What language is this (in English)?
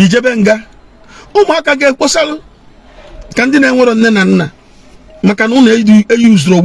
Igbo